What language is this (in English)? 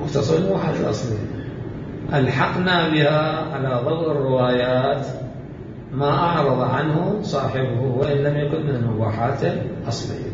Mesopotamian Arabic